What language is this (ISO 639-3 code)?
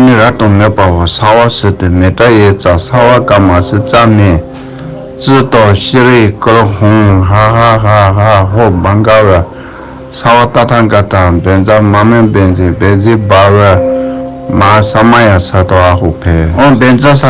bod